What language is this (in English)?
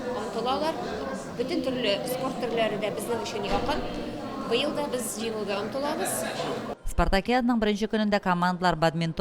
Tatar